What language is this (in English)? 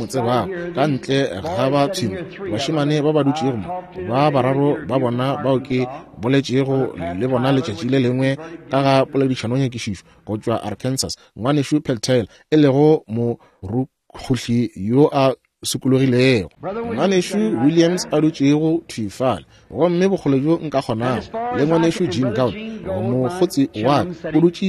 Northern Sotho